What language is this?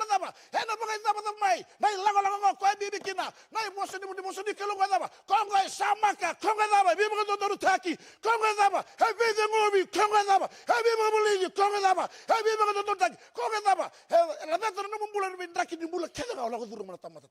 Fijian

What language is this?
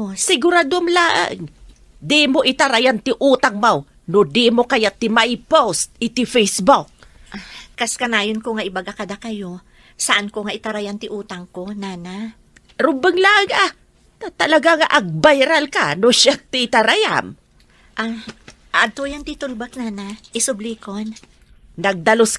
Iloko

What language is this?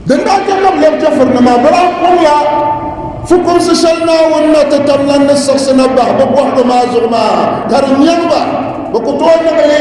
Dagbani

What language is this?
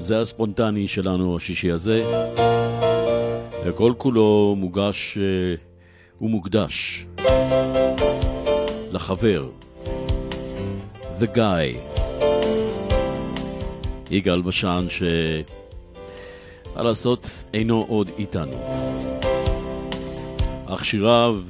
Hebrew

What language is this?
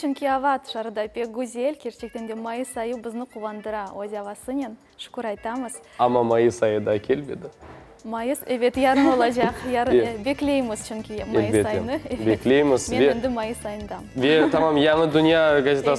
Crimean Tatar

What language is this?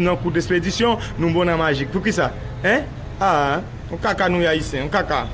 Haitian Creole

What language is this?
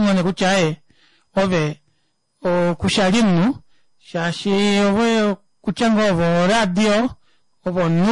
Kuanyama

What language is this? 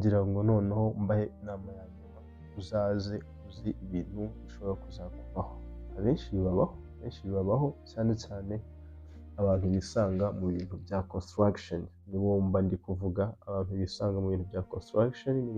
Kinyarwanda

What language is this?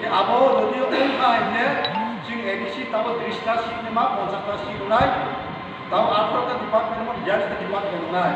Riang (India)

